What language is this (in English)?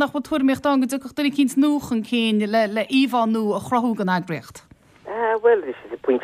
Irish